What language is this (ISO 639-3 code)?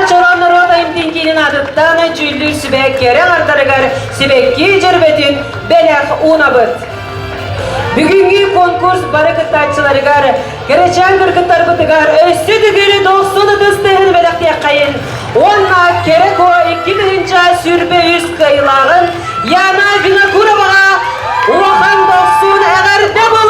sah